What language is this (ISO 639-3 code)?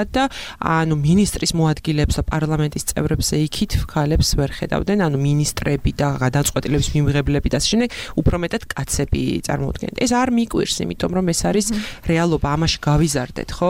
kat